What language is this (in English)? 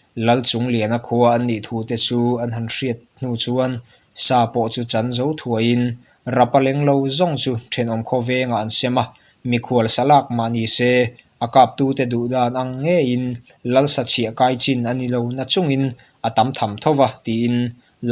Mizo